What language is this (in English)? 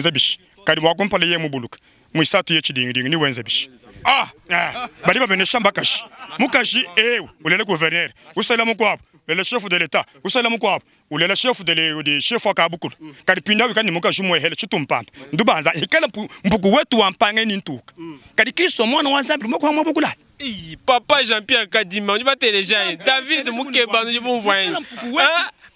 Luba-Lulua